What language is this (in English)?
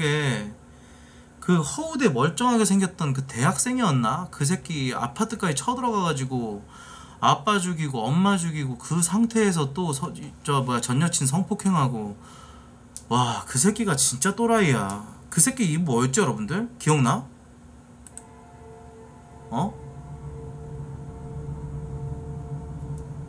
Korean